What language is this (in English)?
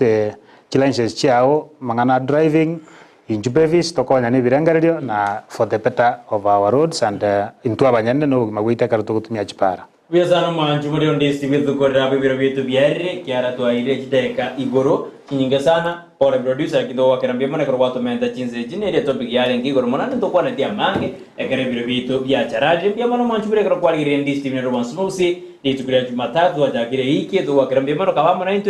Gusii